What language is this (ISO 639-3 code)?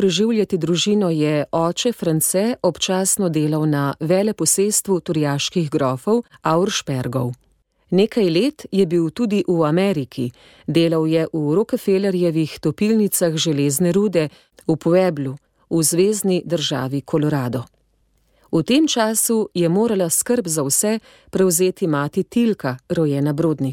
slv